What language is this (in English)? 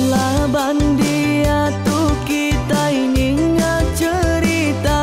Iban